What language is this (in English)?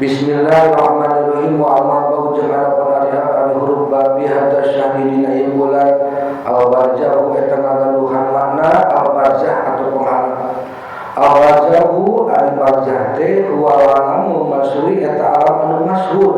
Sundanese